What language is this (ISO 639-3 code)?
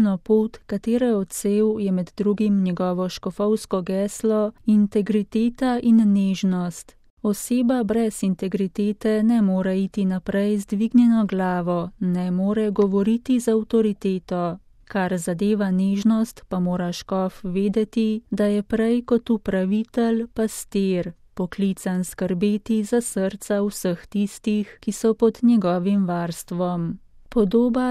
slv